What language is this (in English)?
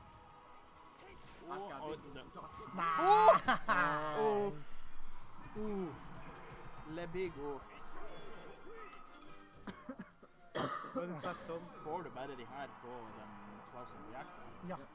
Norwegian